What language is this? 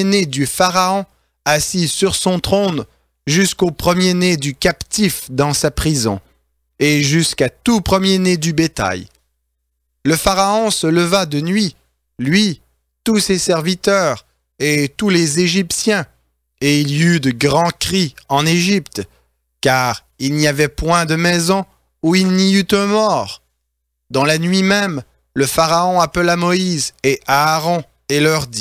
French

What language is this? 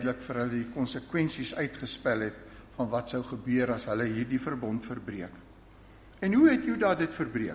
Afrikaans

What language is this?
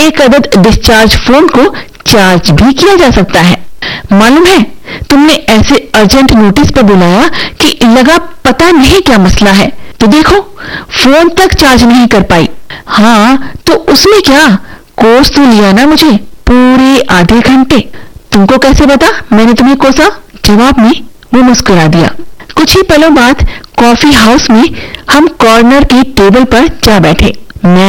Hindi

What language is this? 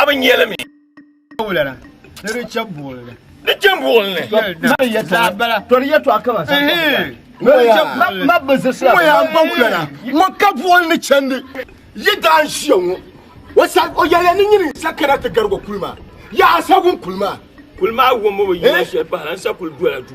Dagbani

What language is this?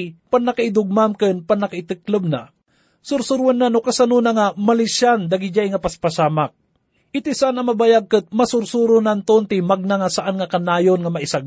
Iloko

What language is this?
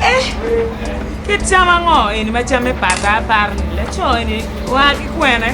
Acoli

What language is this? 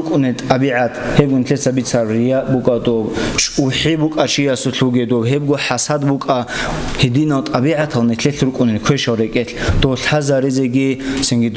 Avaric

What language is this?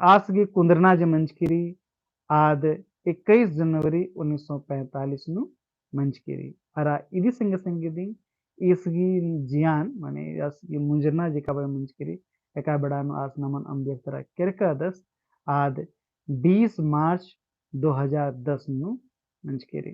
Kurukh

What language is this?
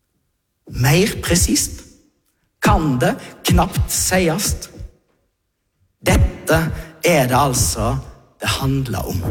Norwegian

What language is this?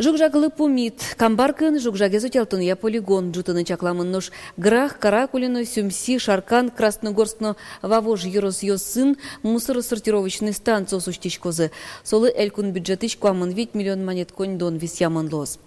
Udmurt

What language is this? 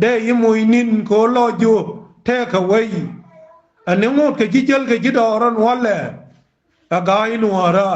Nuer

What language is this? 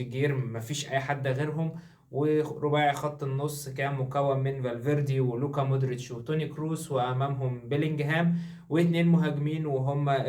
Egyptian Arabic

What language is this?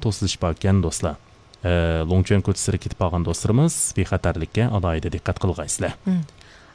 Uyghur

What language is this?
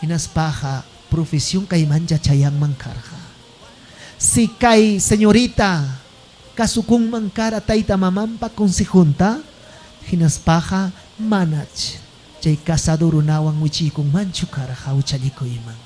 Ayacucho Quechua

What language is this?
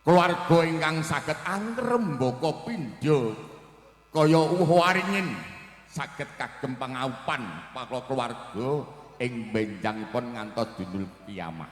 Javanese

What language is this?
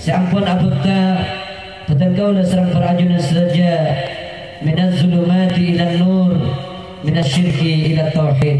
Madurese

